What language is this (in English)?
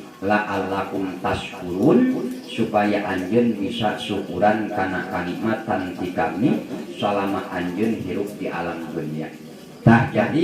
Sundanese